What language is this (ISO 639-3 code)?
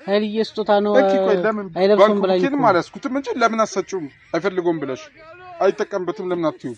amh